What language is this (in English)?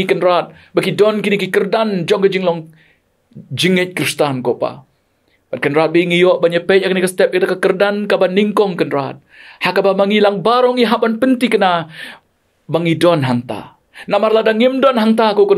Khasi